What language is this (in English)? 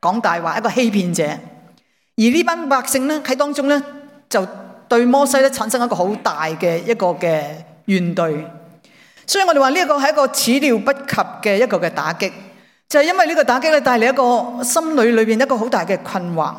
Cantonese